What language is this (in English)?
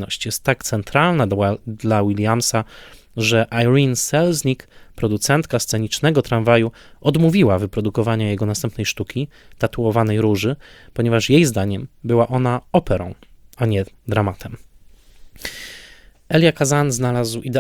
Polish